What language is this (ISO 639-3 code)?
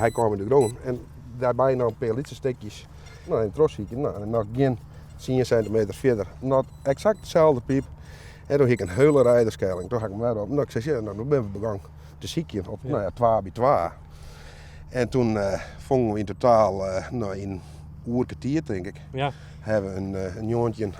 fry